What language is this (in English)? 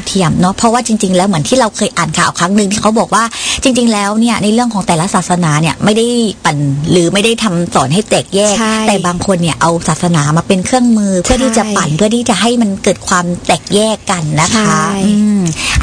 Thai